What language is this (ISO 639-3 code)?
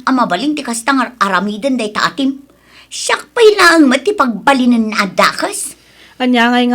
ilo